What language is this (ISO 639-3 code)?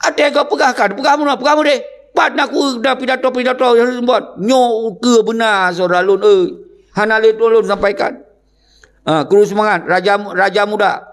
ace